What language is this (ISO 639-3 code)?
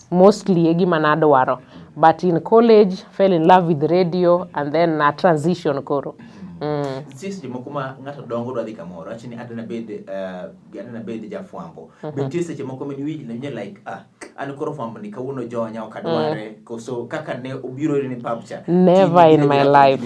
luo